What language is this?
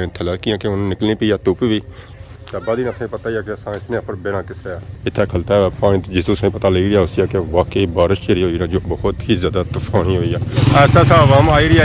Pahari-Potwari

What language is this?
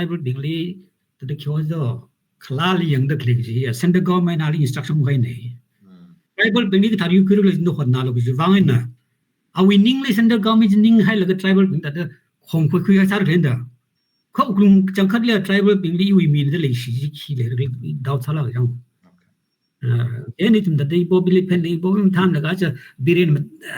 Tangkhul Naga (India)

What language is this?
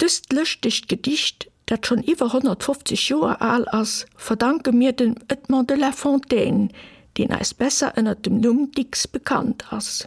Luxembourgish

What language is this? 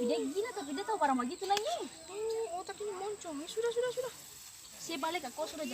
Ambonese Malay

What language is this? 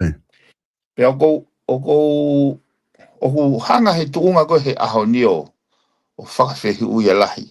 Tongan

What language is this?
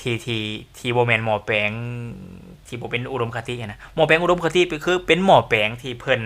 Lao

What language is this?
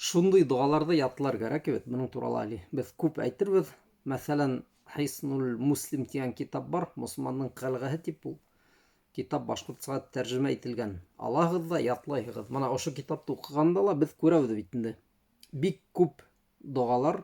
Bashkir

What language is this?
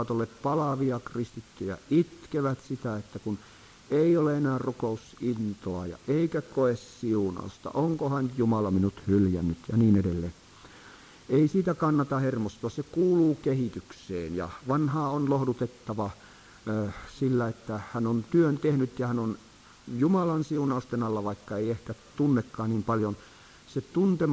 Finnish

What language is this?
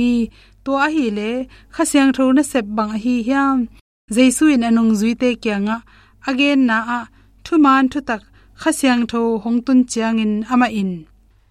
Tedim Chin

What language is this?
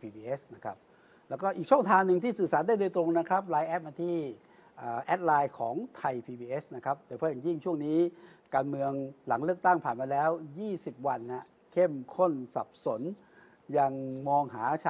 Thai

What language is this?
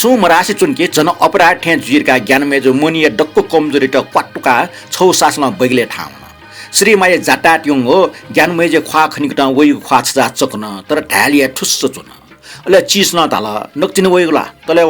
Newari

